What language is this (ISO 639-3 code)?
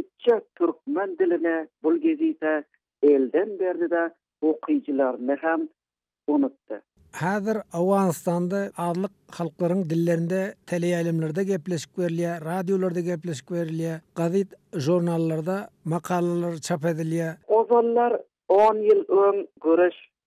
tuk